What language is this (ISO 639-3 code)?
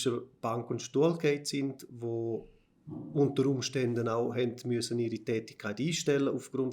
gsw